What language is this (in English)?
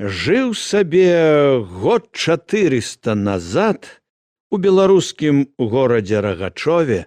Belarusian